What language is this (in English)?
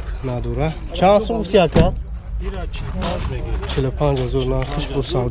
Tajik